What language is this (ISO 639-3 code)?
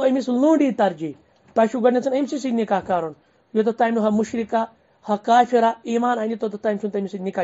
kas